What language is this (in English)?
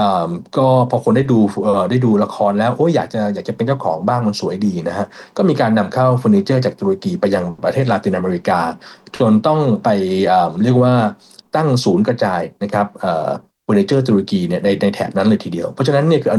Thai